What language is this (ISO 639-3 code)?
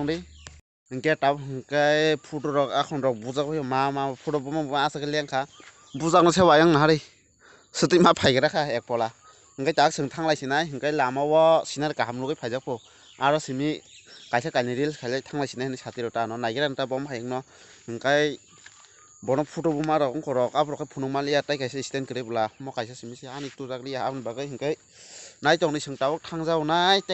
trp